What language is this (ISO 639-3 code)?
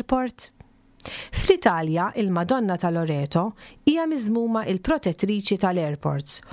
mlt